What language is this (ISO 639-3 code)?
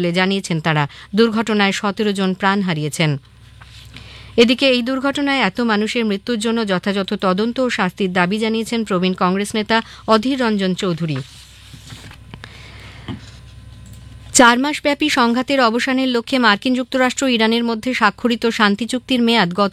ben